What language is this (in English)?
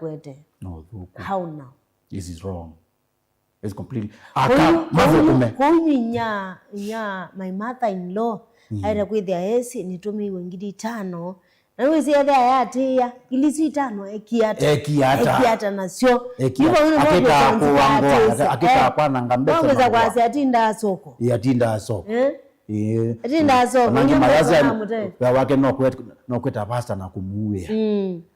Kamba